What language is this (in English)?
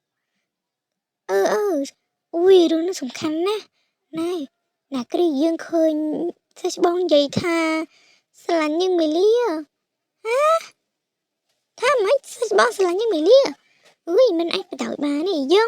Khmer